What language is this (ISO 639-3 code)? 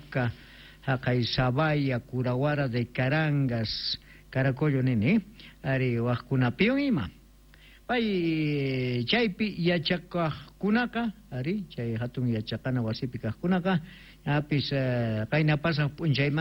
quh